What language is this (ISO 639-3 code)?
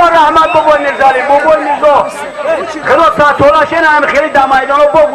tgk